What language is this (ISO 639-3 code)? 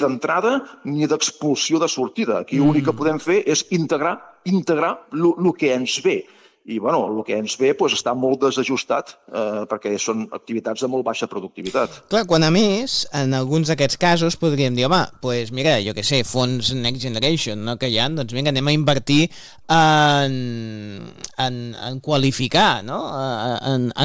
cat